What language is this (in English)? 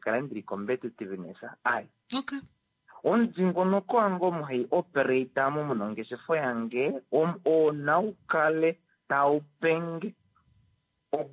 Kuanyama